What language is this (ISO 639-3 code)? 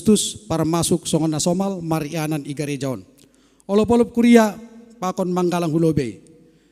bts